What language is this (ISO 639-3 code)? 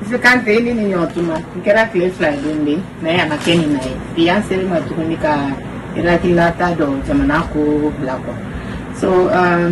bam